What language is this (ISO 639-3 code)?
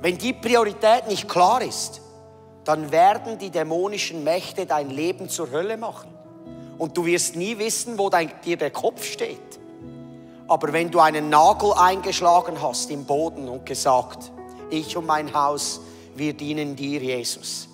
gsw